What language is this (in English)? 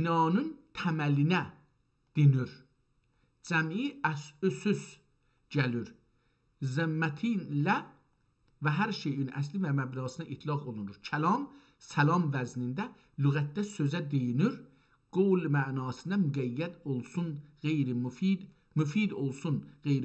South Azerbaijani